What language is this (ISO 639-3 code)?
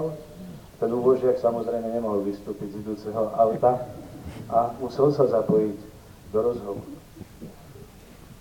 slk